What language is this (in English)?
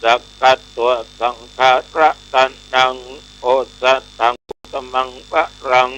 Pali